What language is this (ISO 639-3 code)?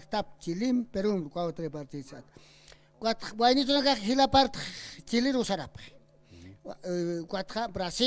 aym